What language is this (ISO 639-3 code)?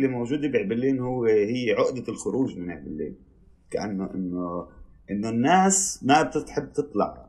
apc